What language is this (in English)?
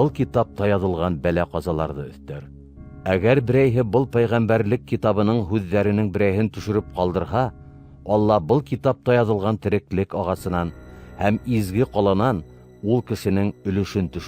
Bashkir